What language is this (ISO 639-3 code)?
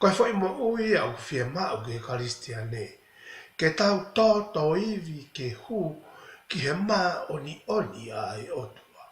ton